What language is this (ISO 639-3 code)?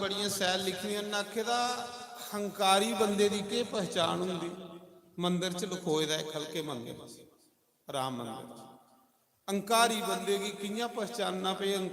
doi